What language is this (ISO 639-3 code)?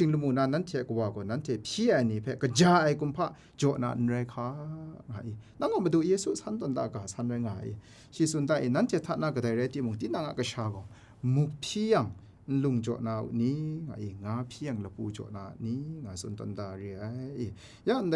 kac